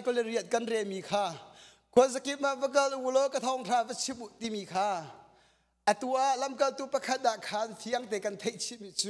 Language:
Hakha Chin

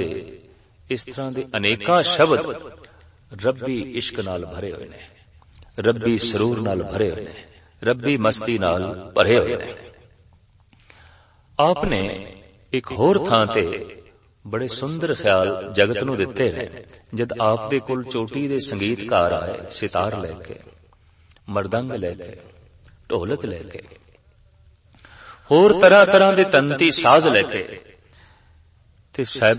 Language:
Punjabi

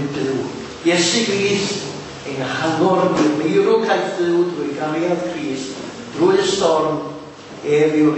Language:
Welsh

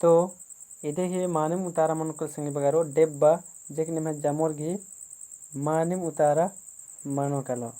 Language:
Kurukh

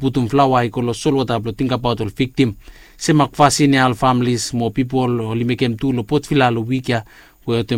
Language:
Bislama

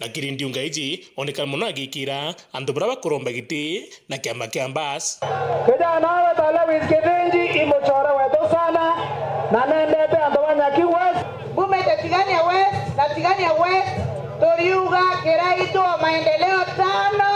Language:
Meru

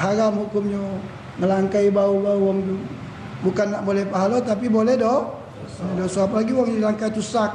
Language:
Musi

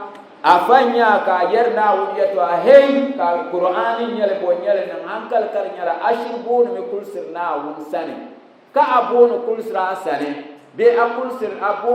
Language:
Dagbani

